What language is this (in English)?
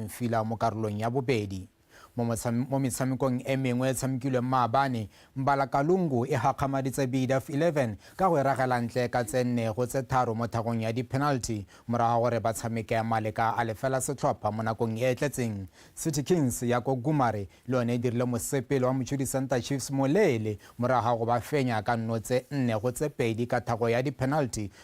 Tswana